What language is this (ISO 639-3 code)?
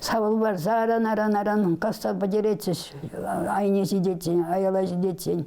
chv